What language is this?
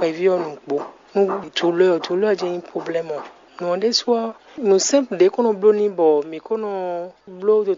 Fon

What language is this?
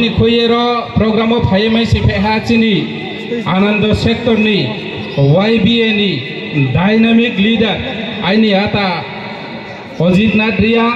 Riang (India)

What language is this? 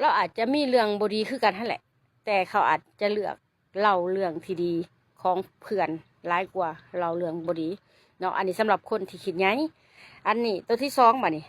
Lao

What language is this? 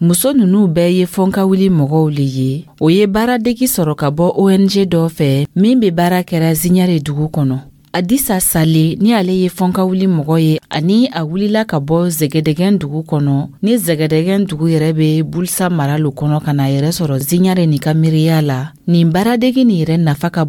Dyula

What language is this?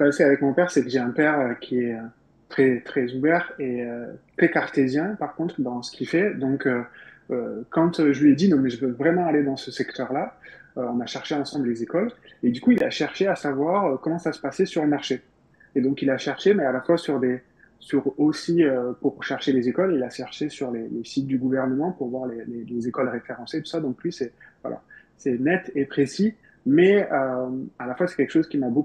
French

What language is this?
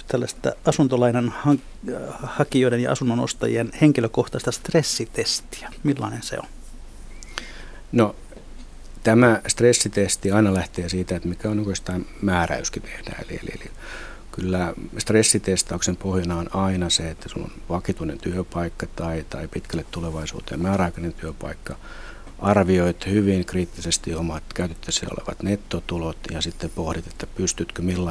Finnish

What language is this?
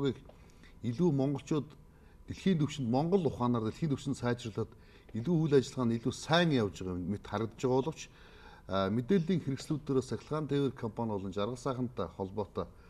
Mongolian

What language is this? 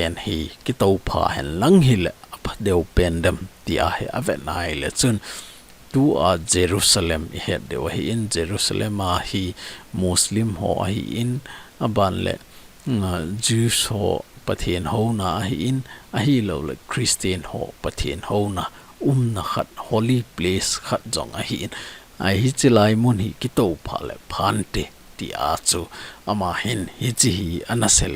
Thado Chin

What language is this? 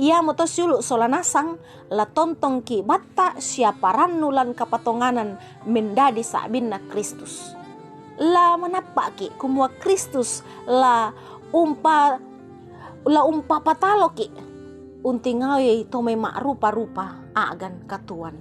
Toraja-Sa'dan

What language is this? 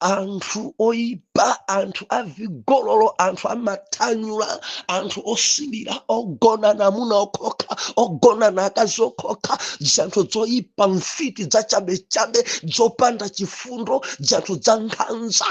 Nyanja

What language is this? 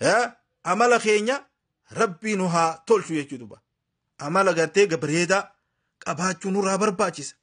Oromo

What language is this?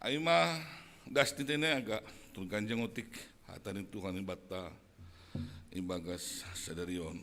Batak Simalungun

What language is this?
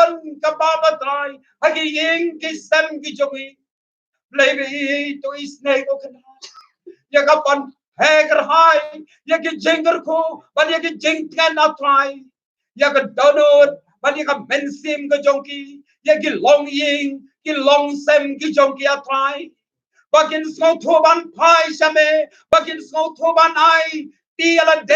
Khasi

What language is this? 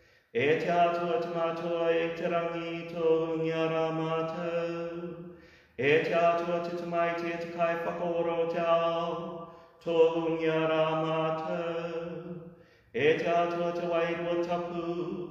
Māori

